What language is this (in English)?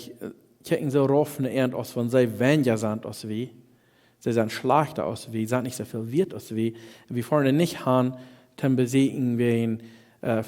Plautdietsch